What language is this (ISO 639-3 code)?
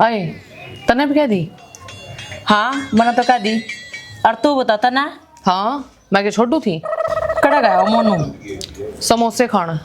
bgc